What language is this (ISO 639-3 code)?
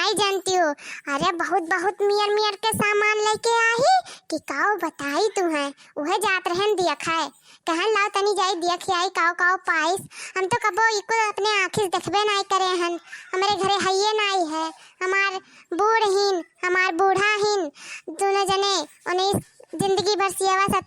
awa